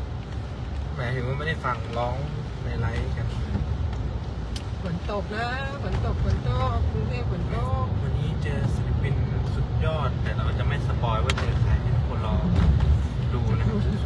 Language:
Thai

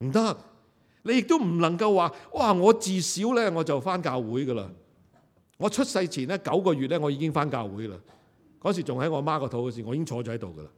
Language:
Cantonese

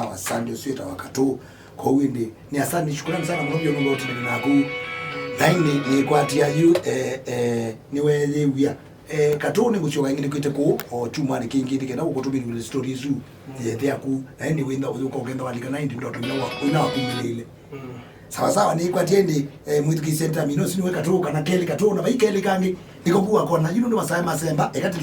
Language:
Kamba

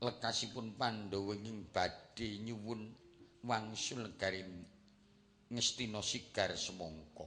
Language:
Javanese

